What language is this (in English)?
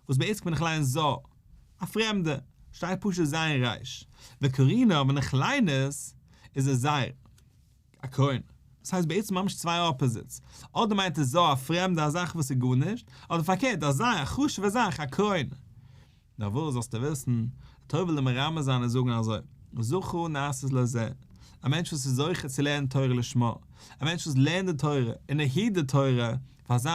Yiddish